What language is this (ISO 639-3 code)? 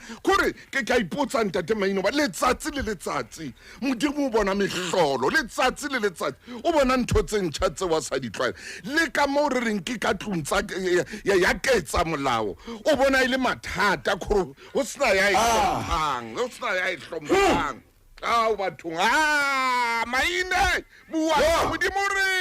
sot